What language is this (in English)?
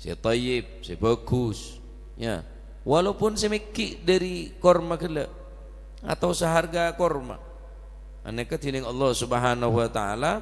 Madurese